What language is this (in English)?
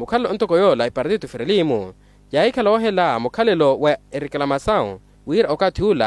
Makhuwa